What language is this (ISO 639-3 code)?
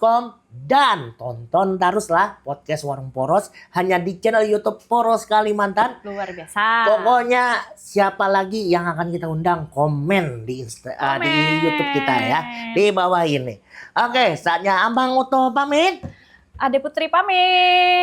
bjn